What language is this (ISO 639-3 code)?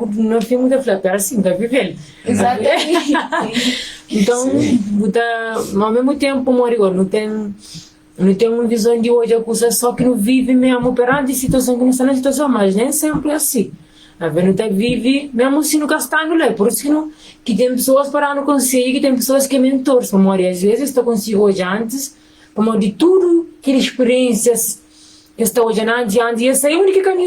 kea